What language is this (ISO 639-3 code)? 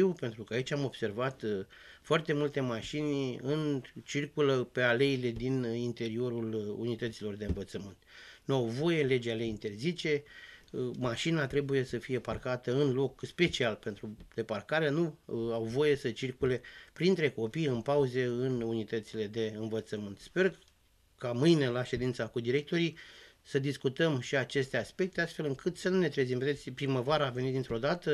ron